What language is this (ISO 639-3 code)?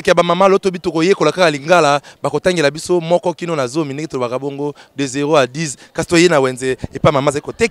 lin